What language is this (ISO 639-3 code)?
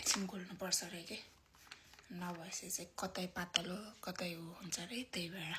nep